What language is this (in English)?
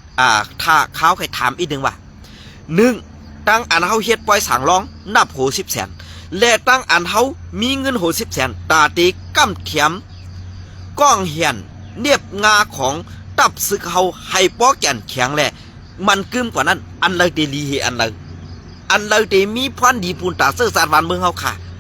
Shan